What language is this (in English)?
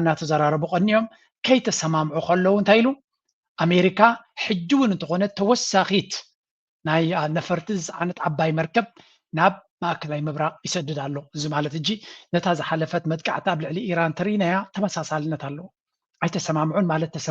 Tigrinya